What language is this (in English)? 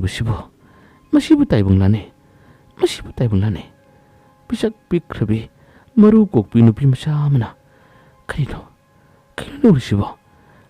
Manipuri